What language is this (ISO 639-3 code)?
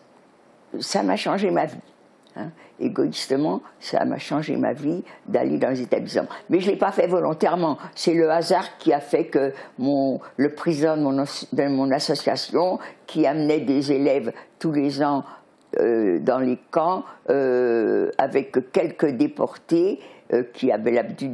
fra